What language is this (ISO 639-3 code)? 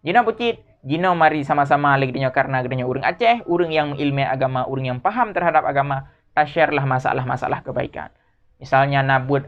ace